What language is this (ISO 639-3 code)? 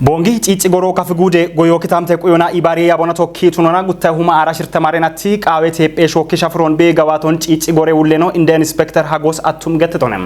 kbr